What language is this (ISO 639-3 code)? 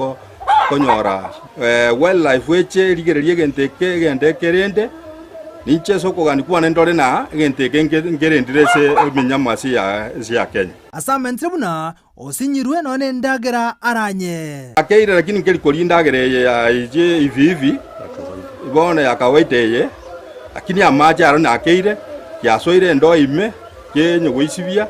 guz